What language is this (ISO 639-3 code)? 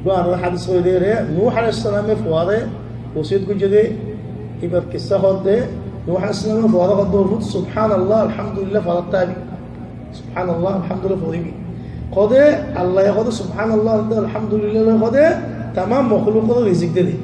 rhg